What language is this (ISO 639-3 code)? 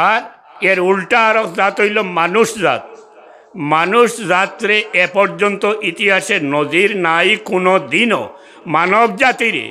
syl